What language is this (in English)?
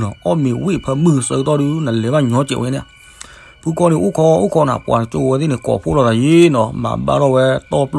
S'gaw Karen